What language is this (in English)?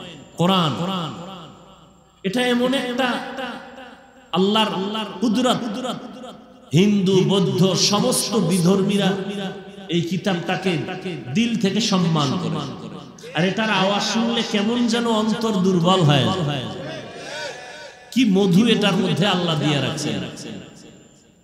Bangla